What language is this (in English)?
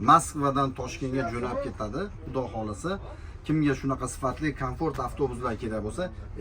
Uzbek